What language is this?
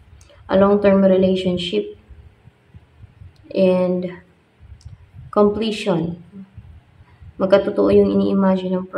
Filipino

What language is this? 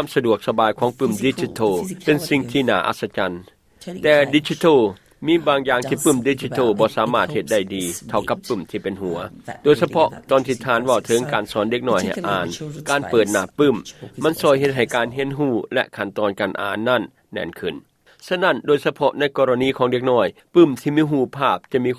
Lao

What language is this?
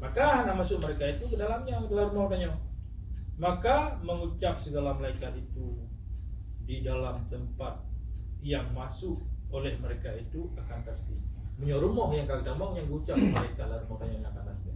Achinese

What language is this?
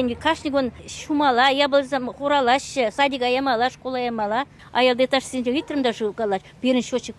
Chuvash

